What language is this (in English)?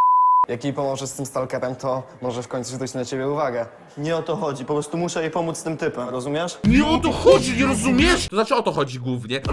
Polish